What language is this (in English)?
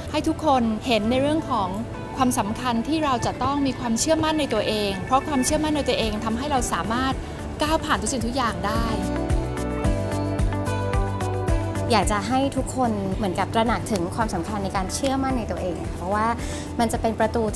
Thai